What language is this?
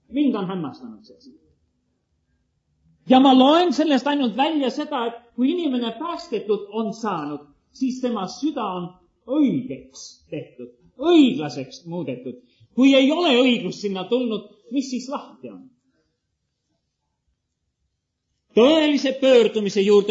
Estonian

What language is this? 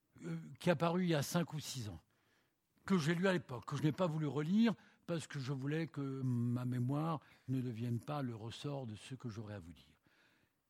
French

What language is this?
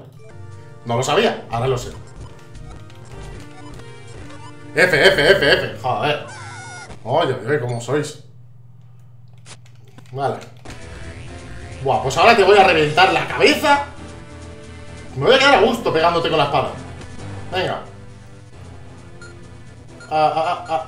Spanish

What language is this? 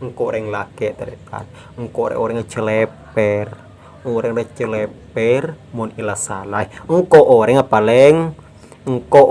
Madurese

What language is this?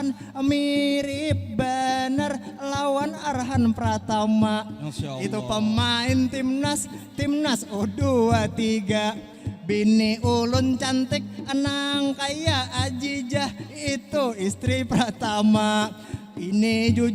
Banjar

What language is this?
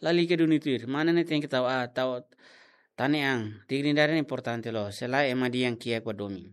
Tetum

